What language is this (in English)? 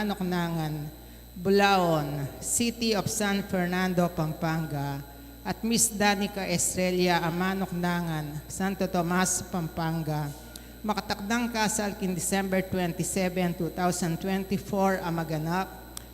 Pampanga